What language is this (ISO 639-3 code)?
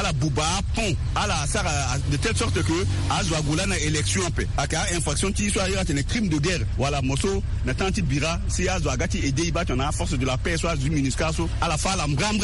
sag